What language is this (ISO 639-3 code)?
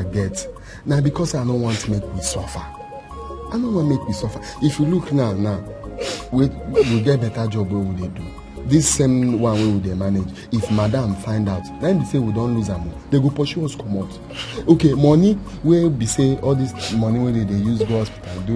pcm